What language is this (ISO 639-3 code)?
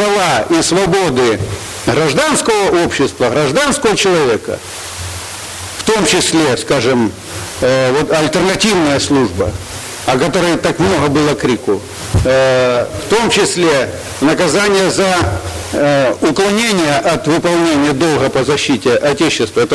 rus